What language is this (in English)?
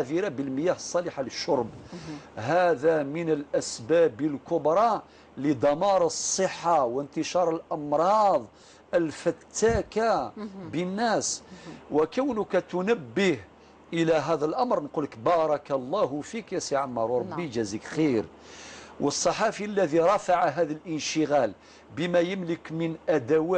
Algerian Arabic